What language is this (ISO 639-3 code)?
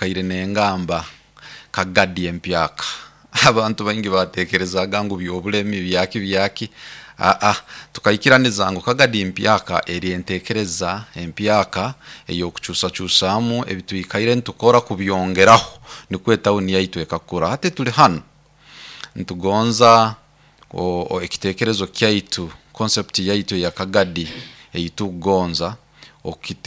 nyo